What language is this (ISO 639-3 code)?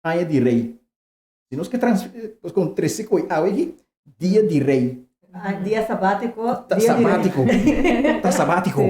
pap